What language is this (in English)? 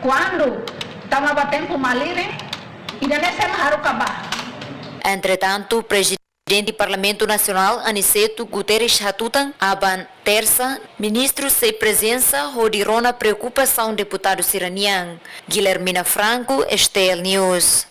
Tetum